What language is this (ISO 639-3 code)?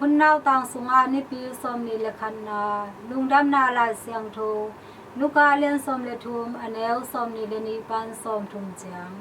ctd